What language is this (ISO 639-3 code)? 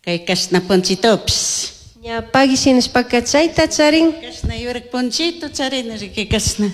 qug